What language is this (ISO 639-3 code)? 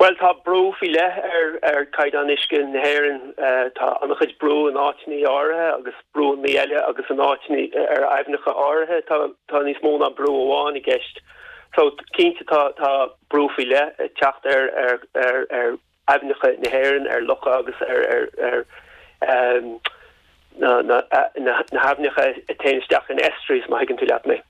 gle